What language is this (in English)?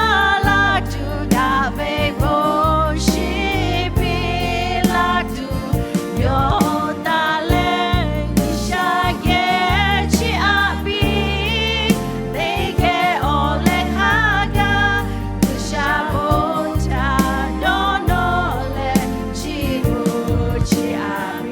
Lahu